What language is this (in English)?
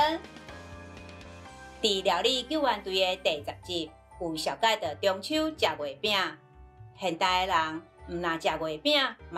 Min Nan Chinese